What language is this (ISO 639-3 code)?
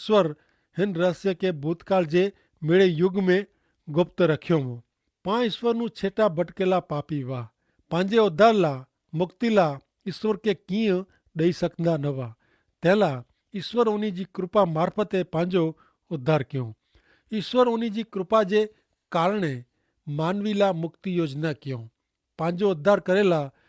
kfr